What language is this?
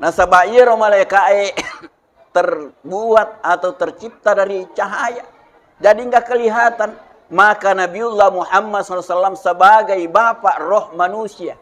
Buginese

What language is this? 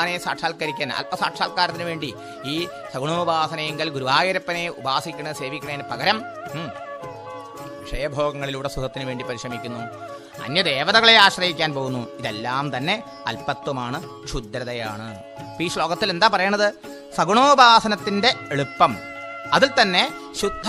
Malayalam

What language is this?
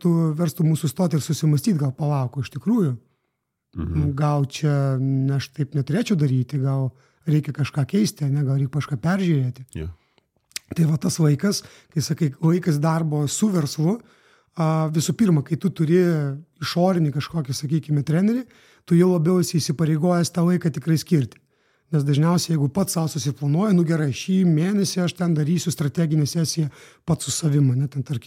Lithuanian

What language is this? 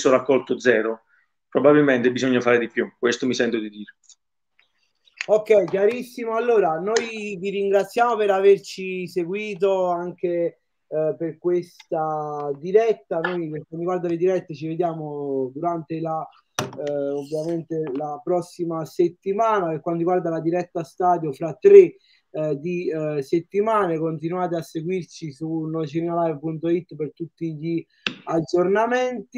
Italian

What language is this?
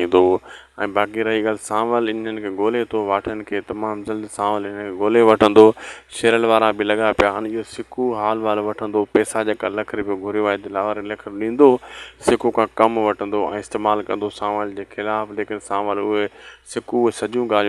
Sindhi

